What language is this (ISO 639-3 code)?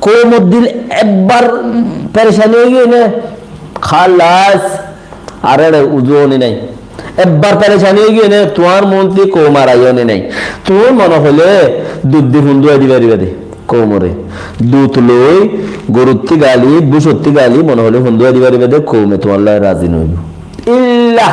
rhg